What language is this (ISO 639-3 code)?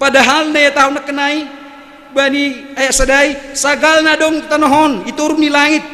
bts